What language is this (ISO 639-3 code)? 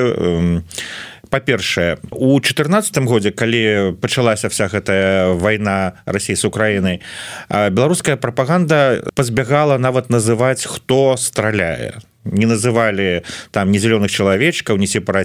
bel